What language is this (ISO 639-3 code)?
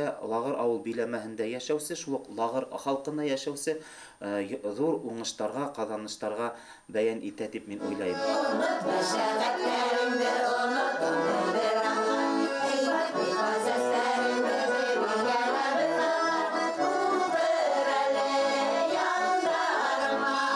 bak